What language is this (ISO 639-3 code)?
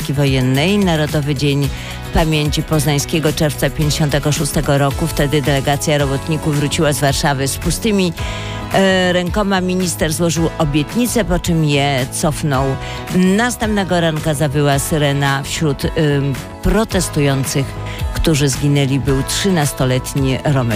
pol